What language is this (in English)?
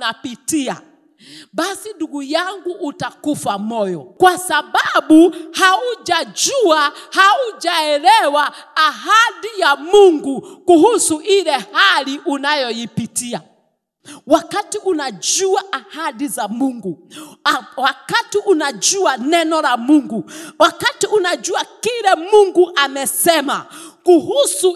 Swahili